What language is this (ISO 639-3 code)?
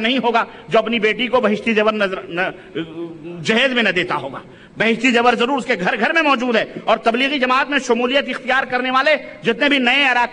urd